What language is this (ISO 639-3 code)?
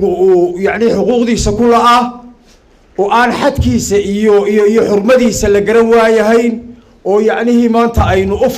som